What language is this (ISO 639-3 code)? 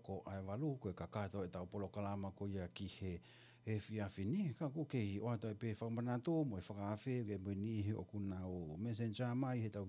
ton